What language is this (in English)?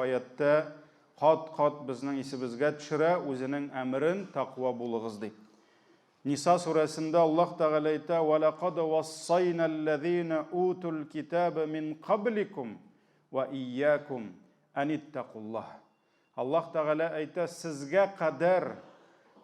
Tatar